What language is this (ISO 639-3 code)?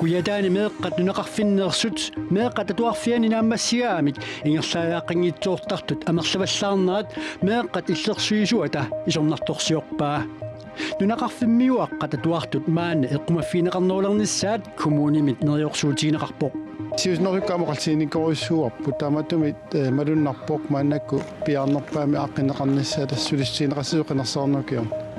kal